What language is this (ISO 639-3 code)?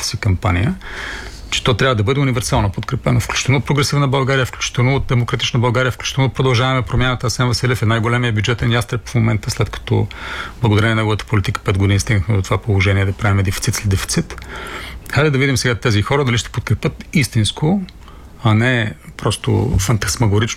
bul